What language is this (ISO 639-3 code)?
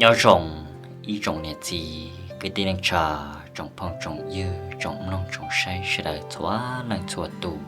hmn